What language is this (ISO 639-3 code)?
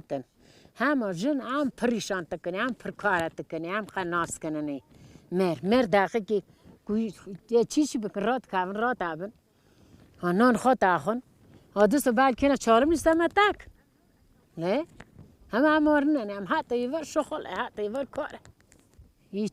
kur